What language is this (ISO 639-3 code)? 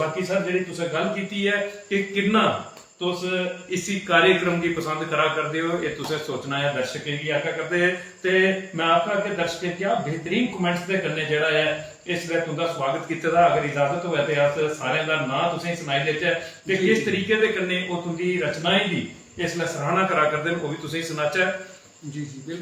doi